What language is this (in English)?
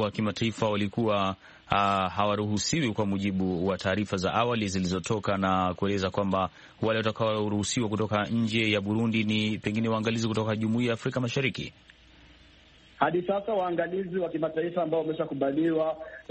Swahili